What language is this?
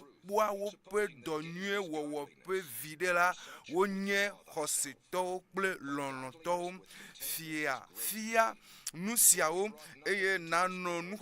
Ewe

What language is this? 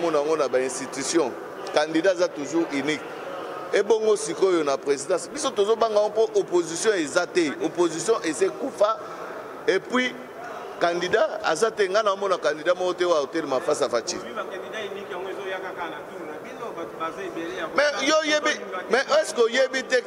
Lingala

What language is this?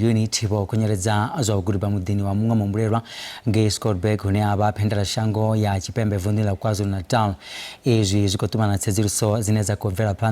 Venda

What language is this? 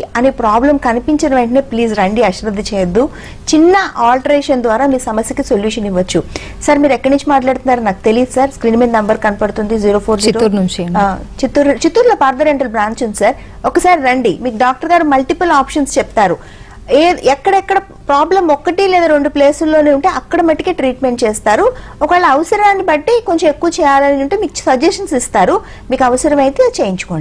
Telugu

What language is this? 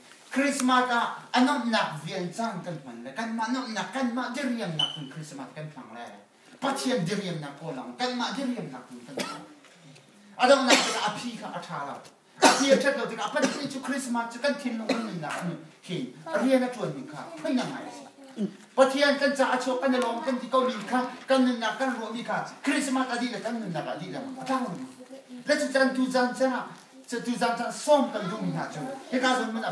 Hakha Chin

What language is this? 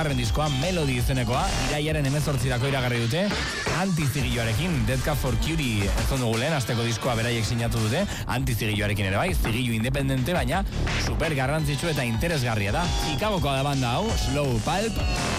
Basque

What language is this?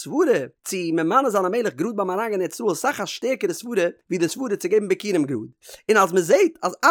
Yiddish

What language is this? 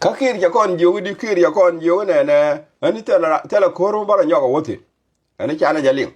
Nuer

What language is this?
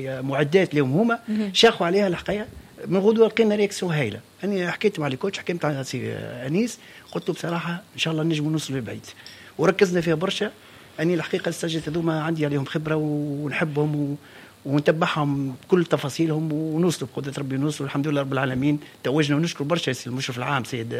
Tunisian Arabic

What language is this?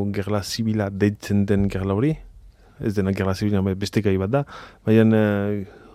Basque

